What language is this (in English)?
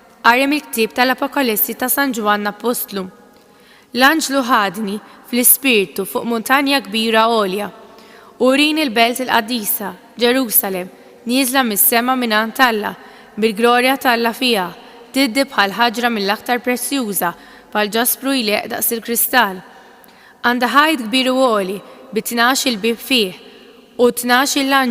Maltese